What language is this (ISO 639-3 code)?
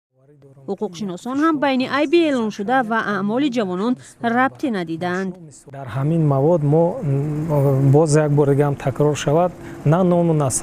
tgk